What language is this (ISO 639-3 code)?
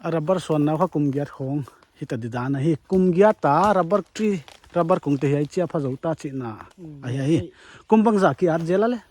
pck